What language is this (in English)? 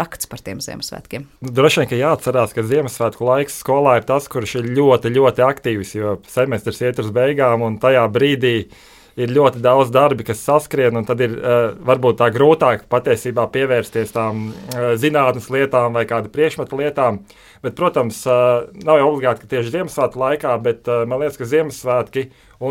Latvian